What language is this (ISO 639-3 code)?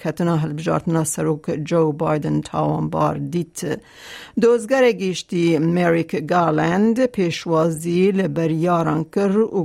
kur